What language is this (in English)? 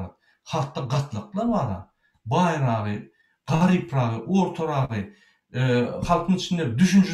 Turkmen